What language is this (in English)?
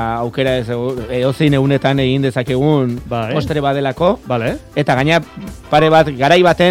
Basque